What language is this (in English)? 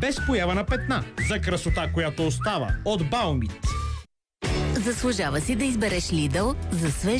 Bulgarian